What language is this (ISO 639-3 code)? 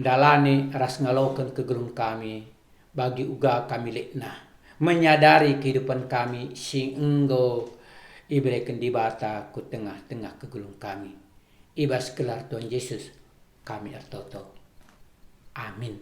btx